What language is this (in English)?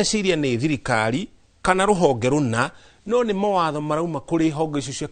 Kikuyu